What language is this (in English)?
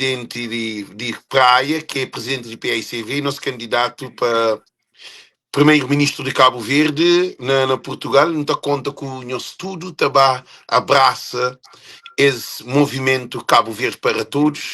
Kabuverdianu